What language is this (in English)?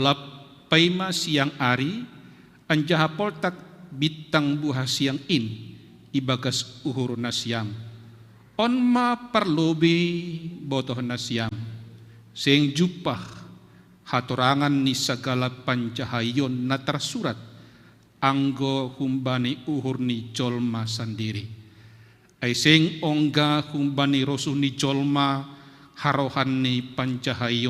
Batak Simalungun